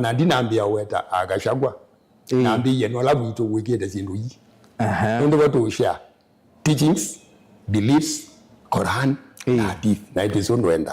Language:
Kamba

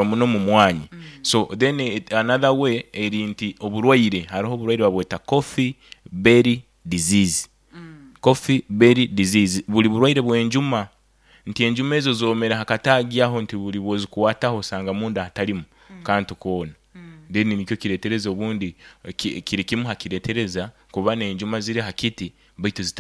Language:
Nyoro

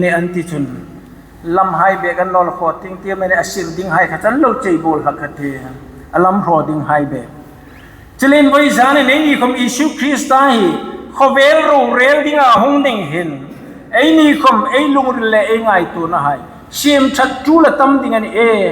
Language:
Hmar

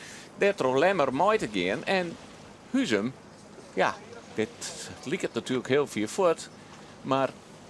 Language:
Western Frisian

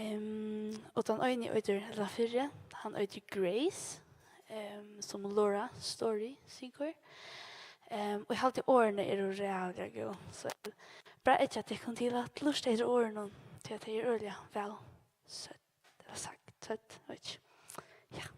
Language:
Faroese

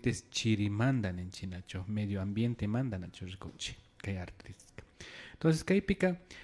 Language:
Imbabura Highland Quichua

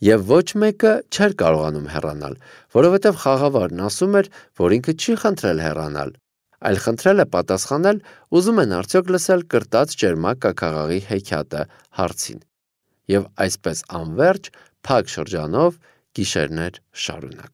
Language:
Armenian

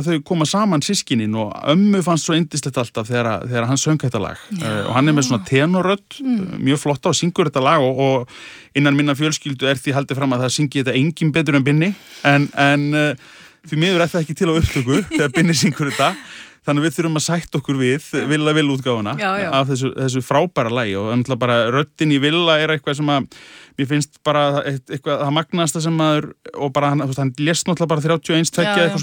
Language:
Icelandic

